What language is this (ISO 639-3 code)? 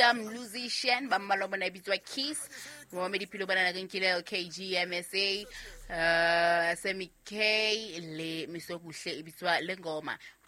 sot